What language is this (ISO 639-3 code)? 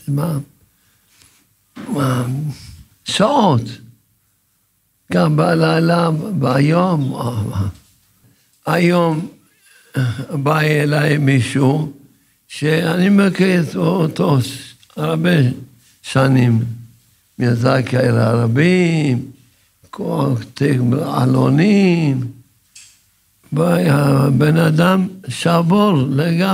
heb